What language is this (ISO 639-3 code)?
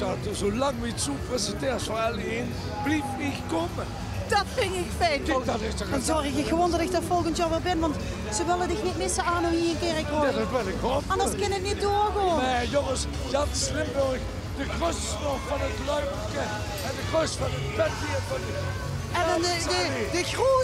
lim